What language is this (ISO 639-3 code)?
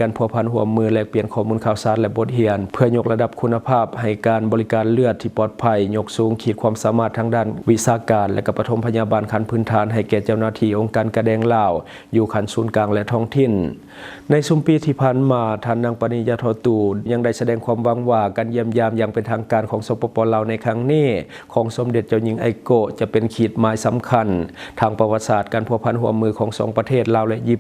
lao